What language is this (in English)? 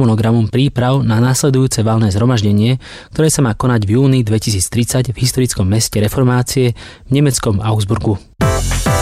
Slovak